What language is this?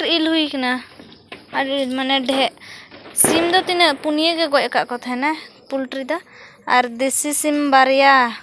Santali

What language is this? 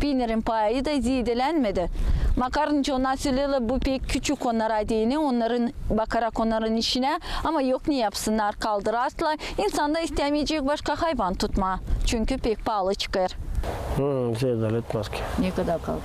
Gagauz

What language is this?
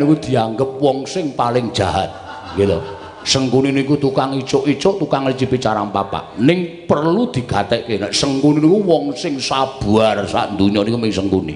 Javanese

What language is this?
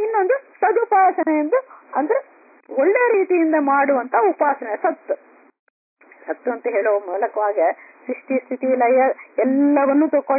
Kannada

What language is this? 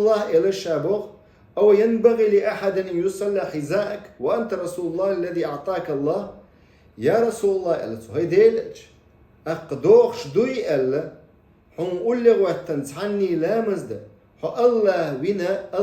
Chechen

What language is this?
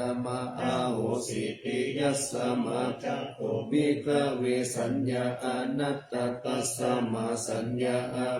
Pali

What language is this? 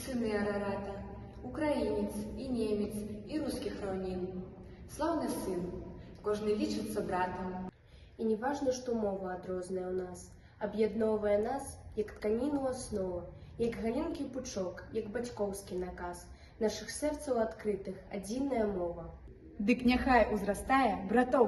Belarusian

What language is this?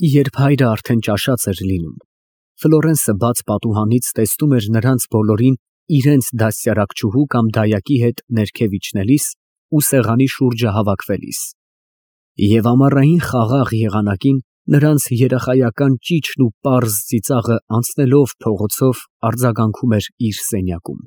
Armenian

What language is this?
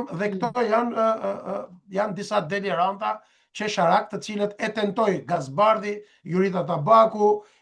Albanian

